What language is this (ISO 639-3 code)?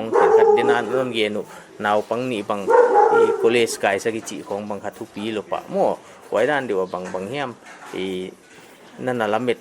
pck